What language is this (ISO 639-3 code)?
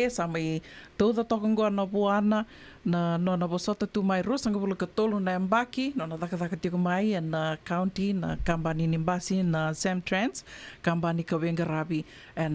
fij